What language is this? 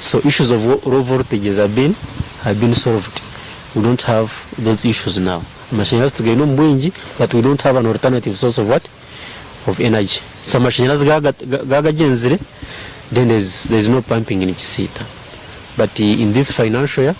Nyankole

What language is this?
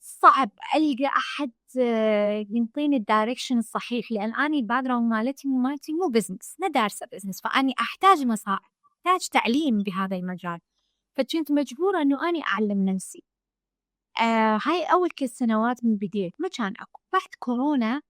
Mesopotamian Arabic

